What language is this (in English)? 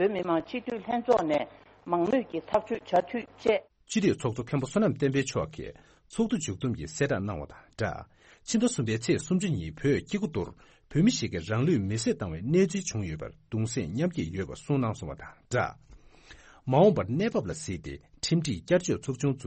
Tibetan